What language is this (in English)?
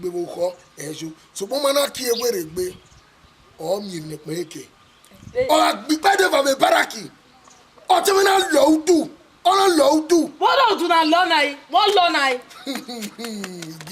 Bini